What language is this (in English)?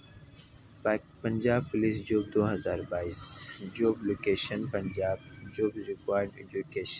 Urdu